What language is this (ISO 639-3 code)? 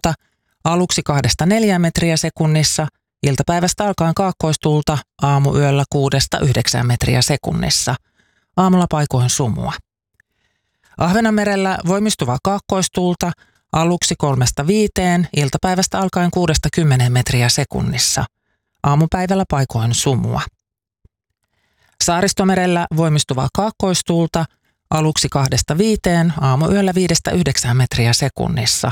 fin